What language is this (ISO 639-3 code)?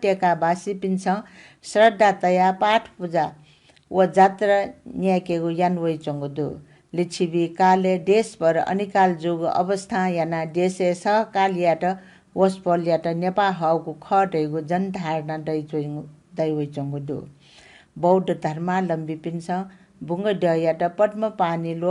new